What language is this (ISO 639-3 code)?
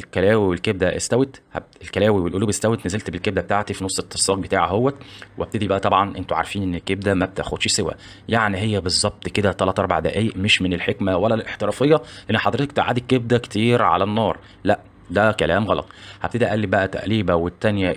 arz